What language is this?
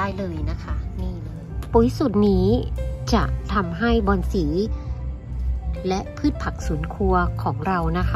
Thai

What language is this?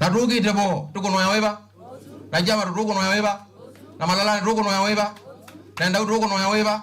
Kamba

